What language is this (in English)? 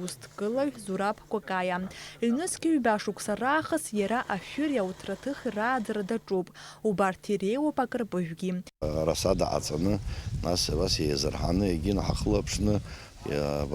Abkhazian